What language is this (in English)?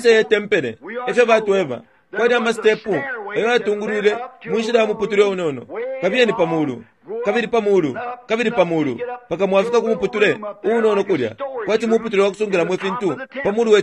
Bemba